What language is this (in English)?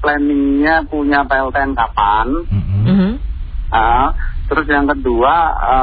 Indonesian